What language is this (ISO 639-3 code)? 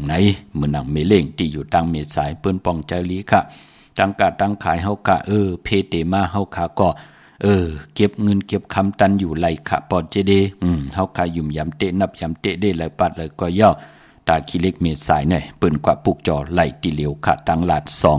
shn